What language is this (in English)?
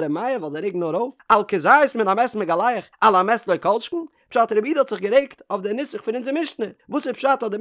Yiddish